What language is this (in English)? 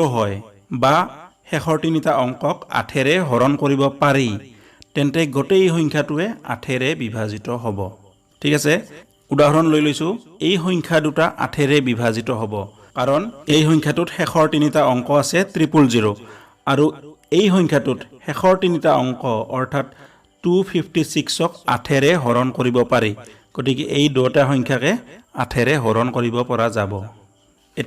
Assamese